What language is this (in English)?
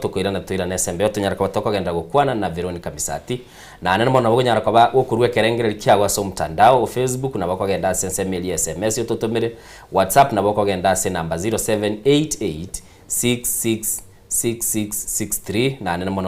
Gusii